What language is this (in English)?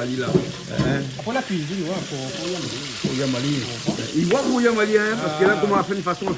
Réunion Creole French